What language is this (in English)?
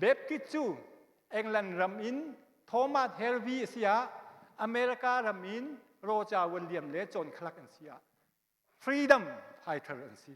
Hakha Chin